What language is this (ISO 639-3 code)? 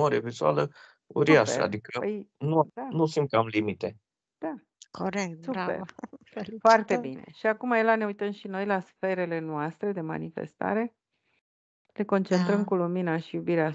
ron